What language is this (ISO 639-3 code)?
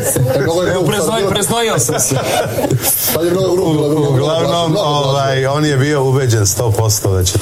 srp